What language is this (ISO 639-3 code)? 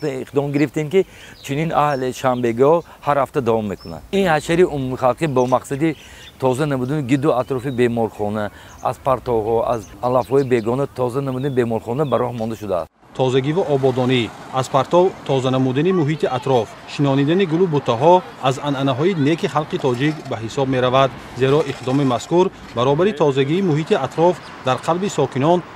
tgk